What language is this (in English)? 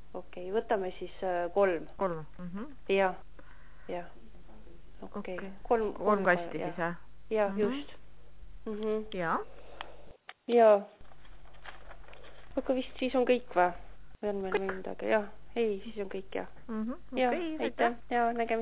Estonian